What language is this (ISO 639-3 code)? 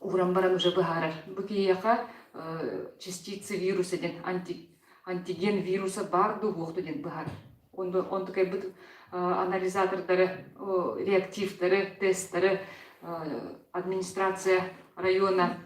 sah